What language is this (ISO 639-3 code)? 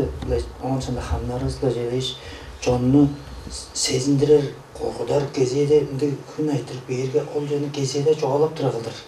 tyv